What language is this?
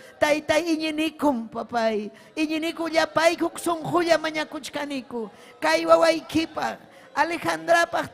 Ayacucho Quechua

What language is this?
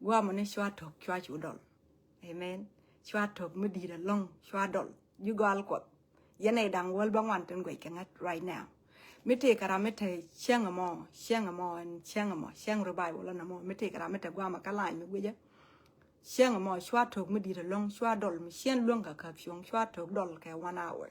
Nuer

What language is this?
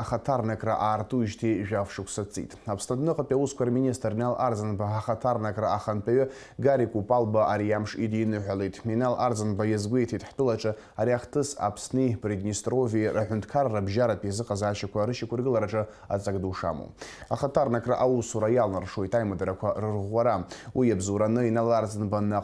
Abkhazian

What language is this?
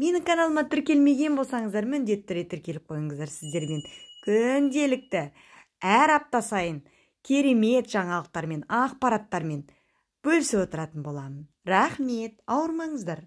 Kazakh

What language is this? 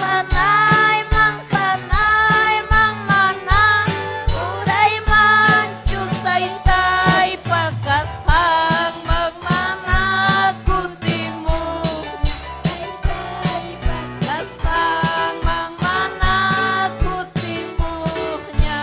Ayacucho Quechua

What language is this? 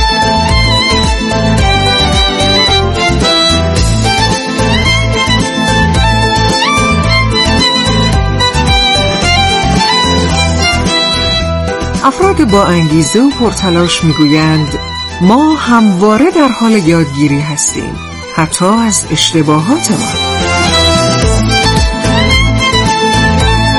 Persian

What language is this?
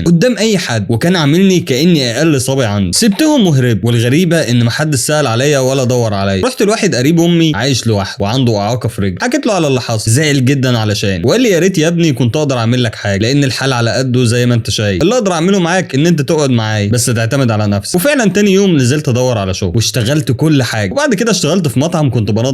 Egyptian Arabic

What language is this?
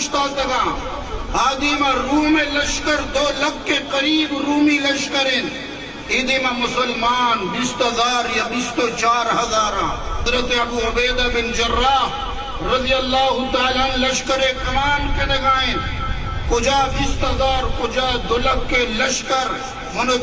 Eastern Balochi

